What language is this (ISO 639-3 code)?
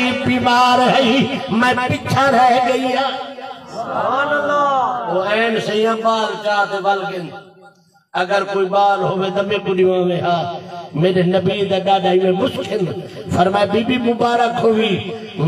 skr